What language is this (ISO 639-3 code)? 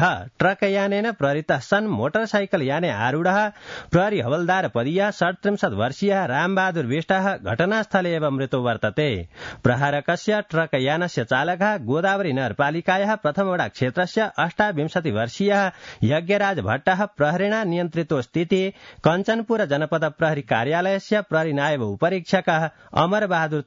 san